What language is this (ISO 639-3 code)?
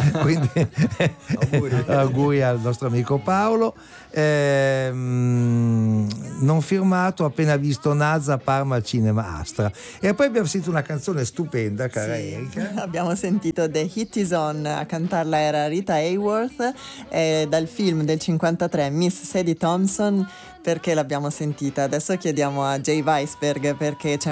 ita